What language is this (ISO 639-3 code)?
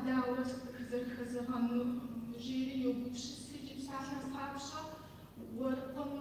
kbd